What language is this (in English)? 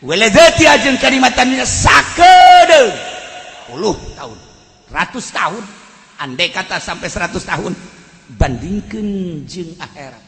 Sundanese